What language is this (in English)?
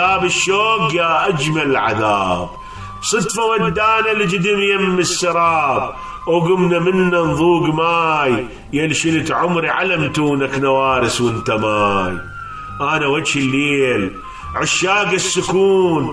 Mesopotamian Arabic